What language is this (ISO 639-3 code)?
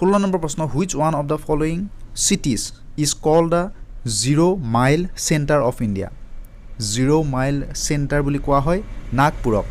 asm